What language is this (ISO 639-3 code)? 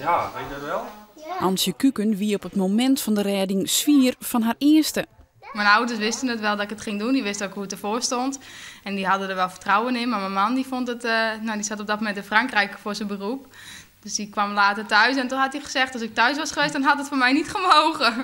fry